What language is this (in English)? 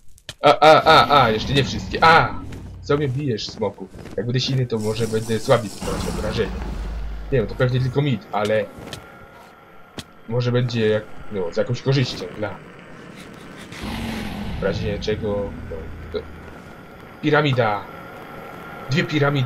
Polish